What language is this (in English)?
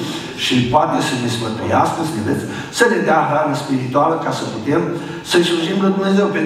Romanian